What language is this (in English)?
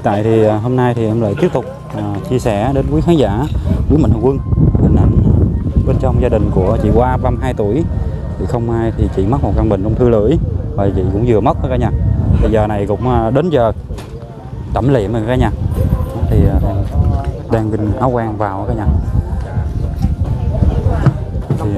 Vietnamese